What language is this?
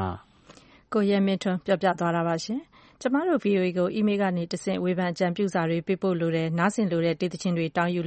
Burmese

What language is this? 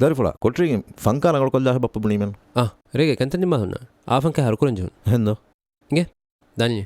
Divehi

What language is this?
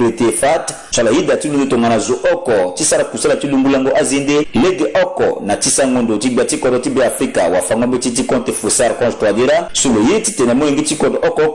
Sango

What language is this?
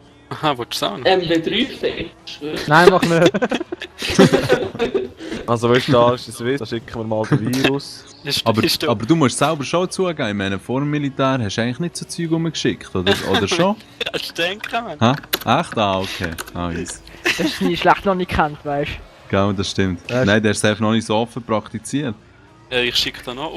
Swiss German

